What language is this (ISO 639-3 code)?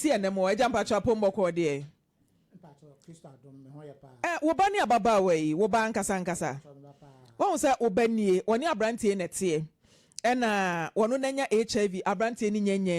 aka